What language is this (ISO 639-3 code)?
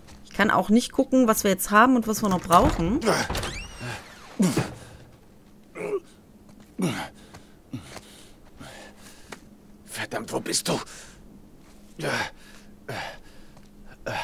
deu